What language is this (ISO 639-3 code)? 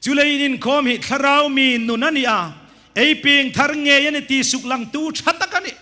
hmr